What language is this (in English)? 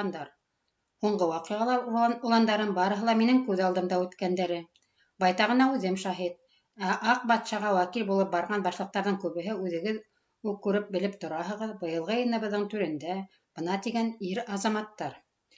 Bashkir